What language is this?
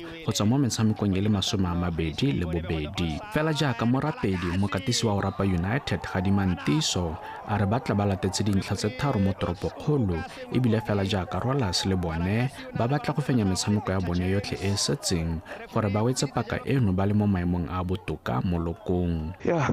Tswana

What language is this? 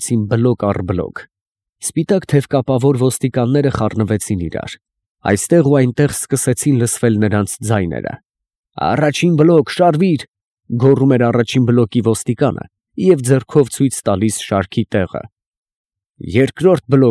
Armenian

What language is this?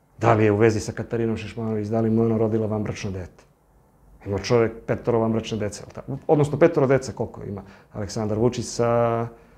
Serbian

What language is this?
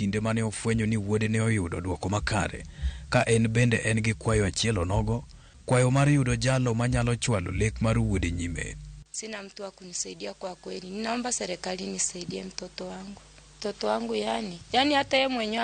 Luo (Kenya and Tanzania)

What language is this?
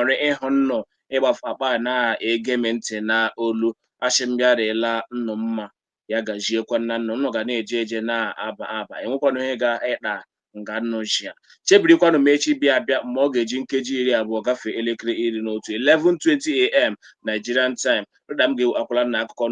Igbo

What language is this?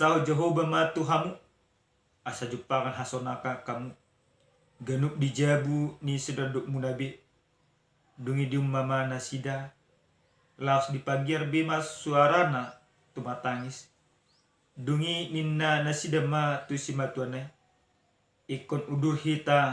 Batak Toba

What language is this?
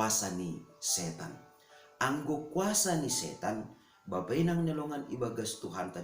Batak Simalungun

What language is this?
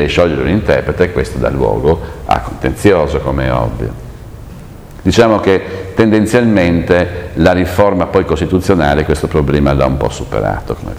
Italian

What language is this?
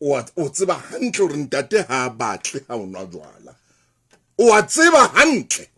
Southern Sotho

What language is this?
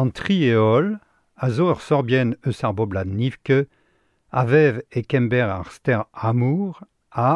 Breton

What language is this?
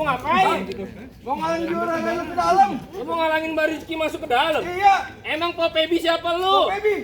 Betawi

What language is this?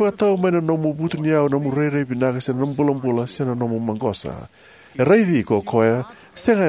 Fijian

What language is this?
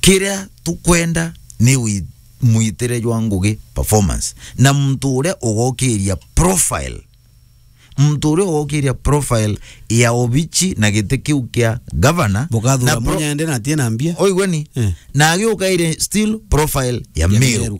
Meru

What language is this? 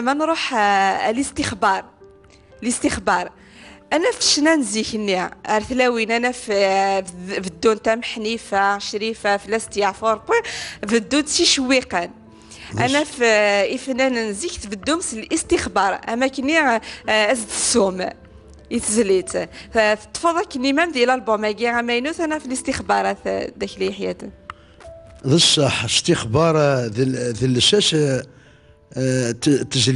Kabyle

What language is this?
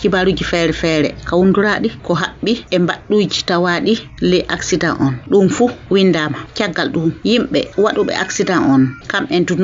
Fula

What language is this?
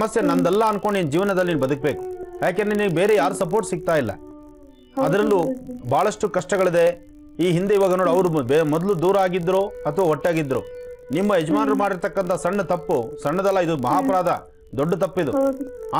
Kannada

